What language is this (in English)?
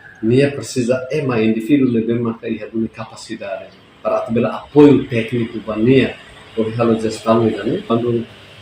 Tetum